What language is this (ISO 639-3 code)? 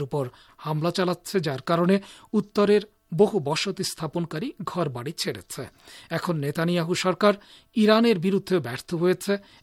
ben